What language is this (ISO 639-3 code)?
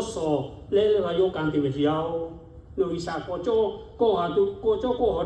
lhu